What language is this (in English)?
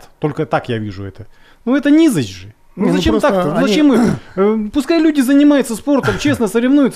Russian